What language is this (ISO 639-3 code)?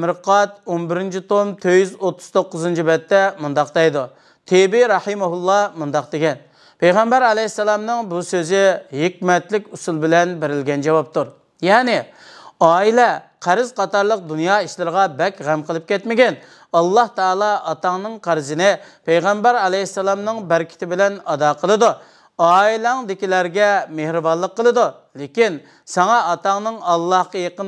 uig